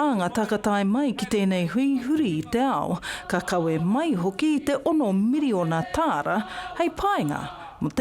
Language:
Māori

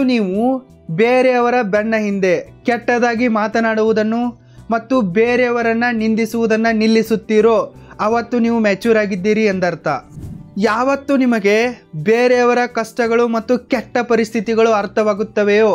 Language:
Kannada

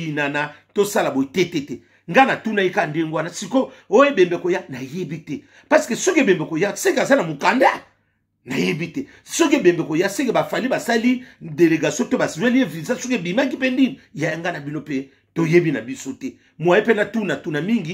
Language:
Lingala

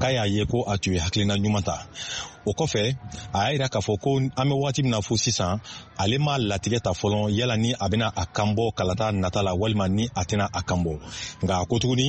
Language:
Bambara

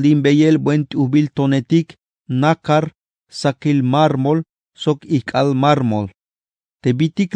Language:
Tzeltal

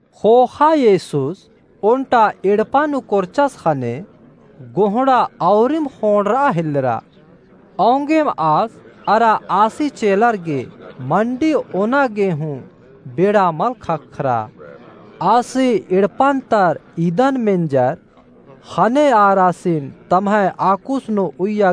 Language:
Kurukh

